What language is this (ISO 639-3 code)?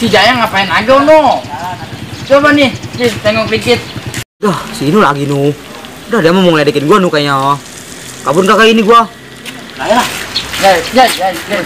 bew